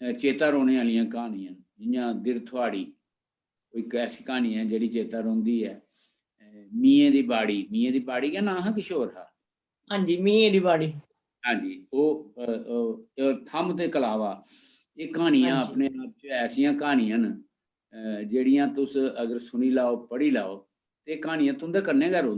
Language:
Dogri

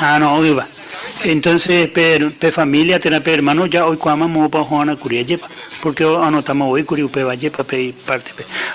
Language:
Guarani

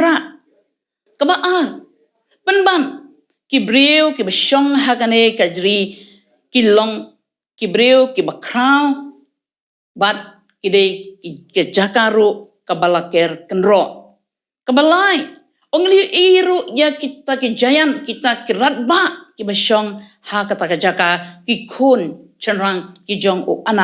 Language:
Khasi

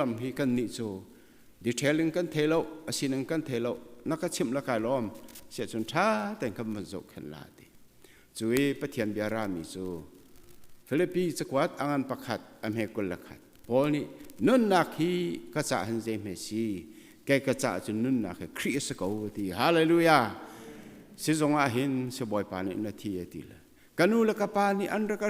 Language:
Hakha Chin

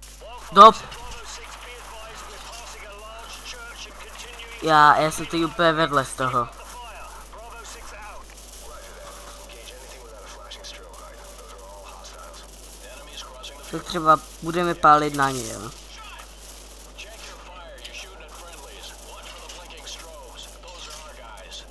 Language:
Czech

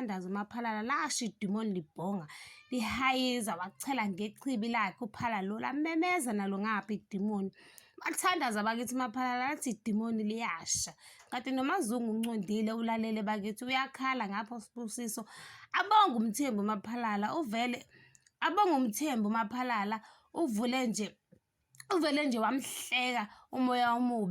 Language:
Zulu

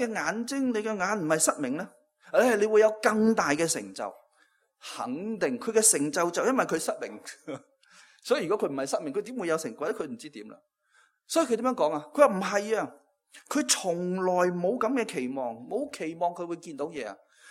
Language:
Cantonese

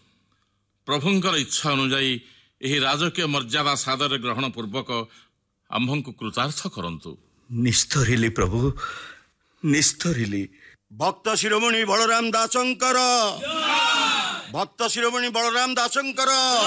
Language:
Odia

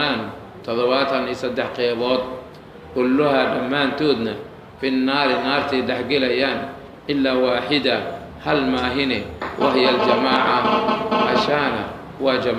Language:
Somali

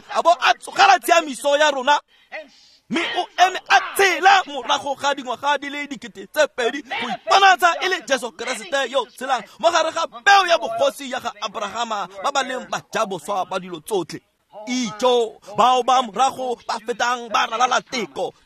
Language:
Tswana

